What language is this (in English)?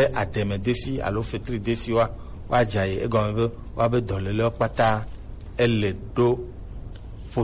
Gen